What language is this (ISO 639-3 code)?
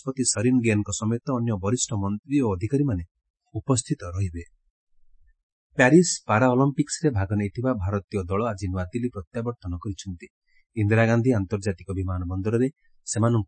ori